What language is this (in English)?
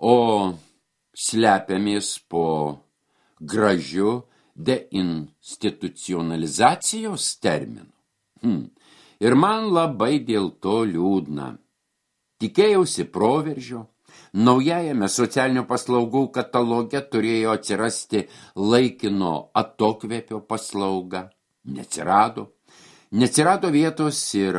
Lithuanian